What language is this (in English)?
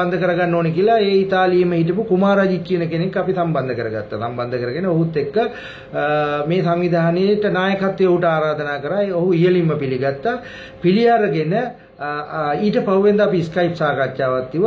Sinhala